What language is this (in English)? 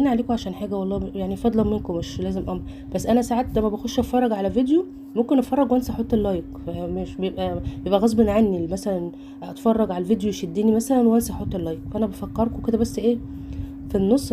Egyptian Arabic